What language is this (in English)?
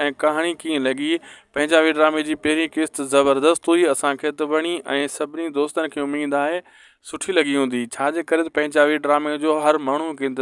Sindhi